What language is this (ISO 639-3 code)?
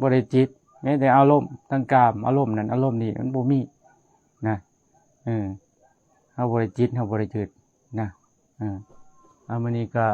lao